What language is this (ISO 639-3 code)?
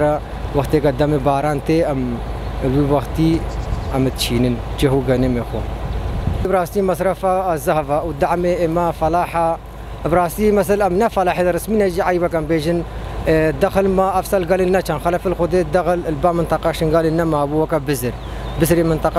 kur